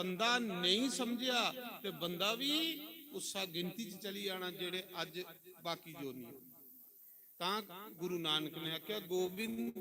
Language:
Dogri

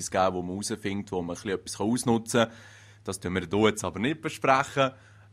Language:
Swiss German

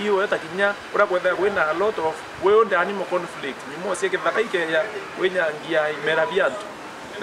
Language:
Meru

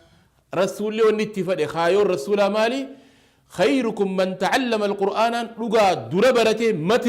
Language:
Oromo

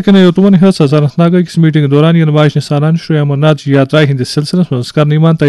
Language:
Kashmiri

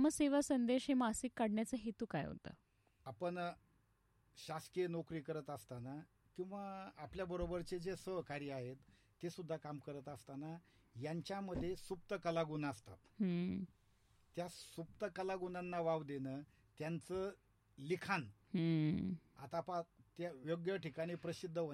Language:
Marathi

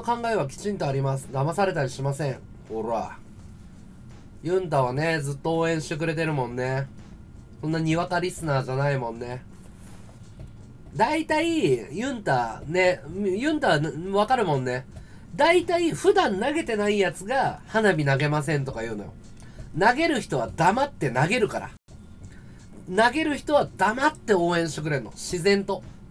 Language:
Japanese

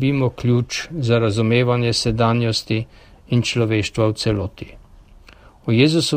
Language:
Slovenian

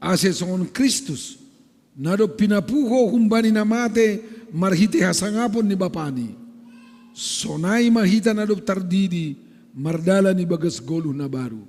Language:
Batak Simalungun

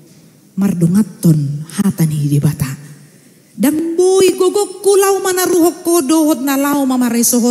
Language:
Batak Toba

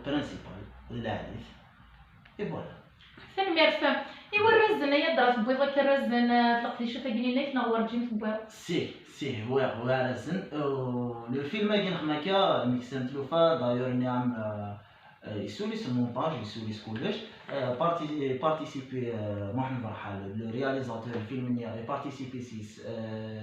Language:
Kabyle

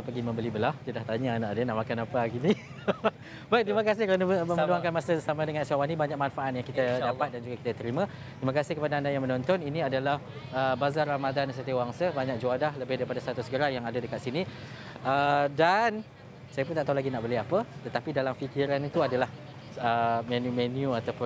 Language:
Malay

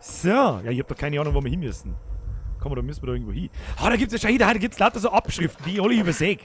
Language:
Bavarian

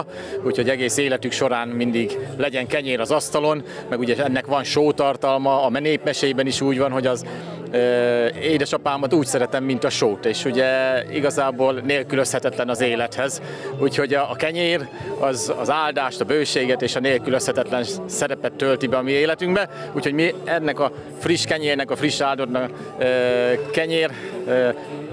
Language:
Hungarian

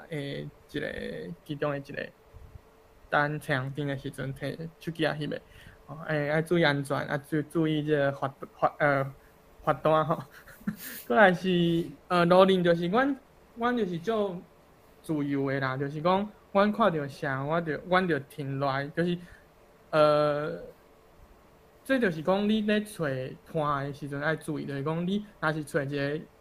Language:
Min Nan Chinese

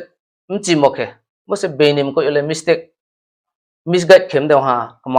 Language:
Riang (India)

